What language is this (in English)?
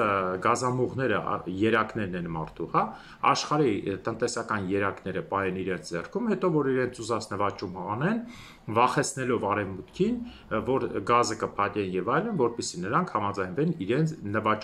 Armenian